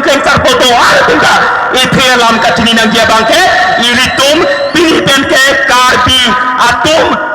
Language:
Karbi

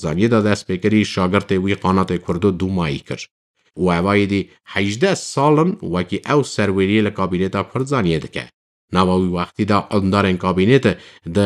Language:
Kurdish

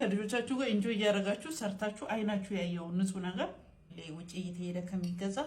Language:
Amharic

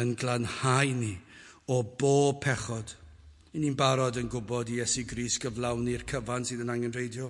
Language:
Welsh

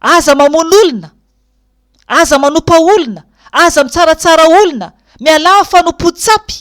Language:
Malagasy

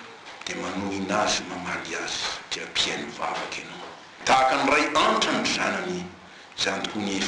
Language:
Malagasy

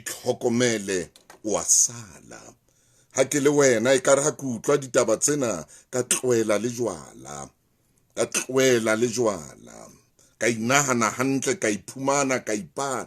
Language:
Southern Sotho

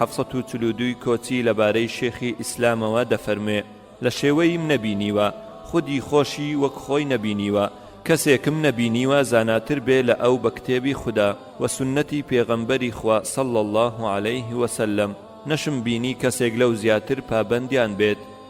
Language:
Central Kurdish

